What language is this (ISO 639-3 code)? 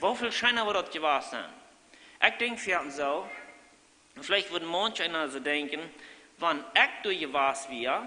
pdt